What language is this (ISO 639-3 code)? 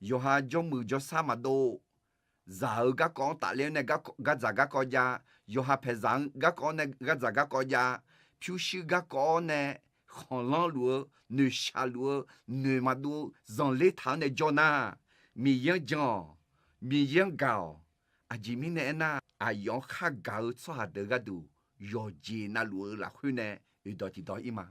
ahk